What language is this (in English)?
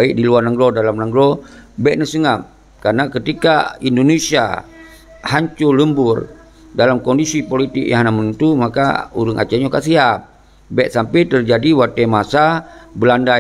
Achinese